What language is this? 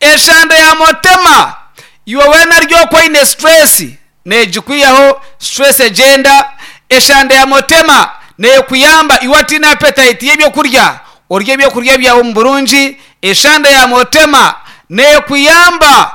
Nyankole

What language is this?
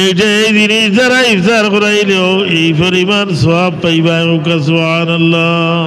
Sylheti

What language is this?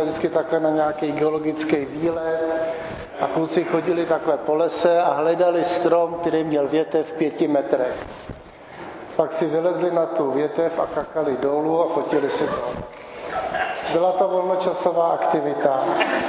Czech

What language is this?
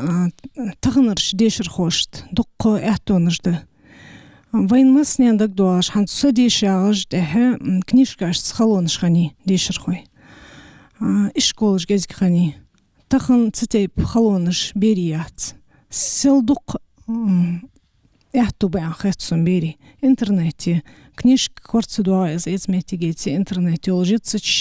Ingush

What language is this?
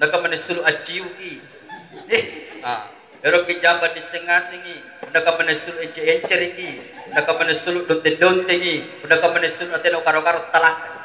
Makasar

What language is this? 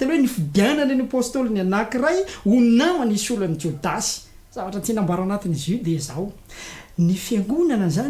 Malagasy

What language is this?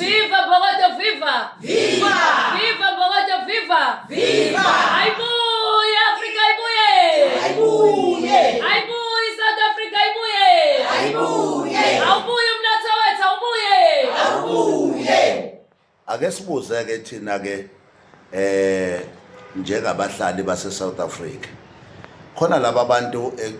Zulu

